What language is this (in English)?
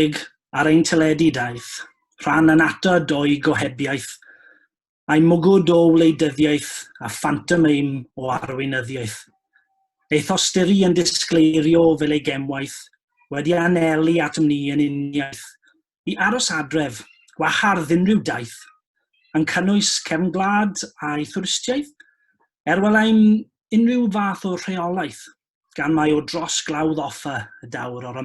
Welsh